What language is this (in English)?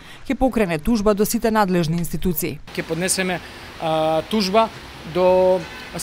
Macedonian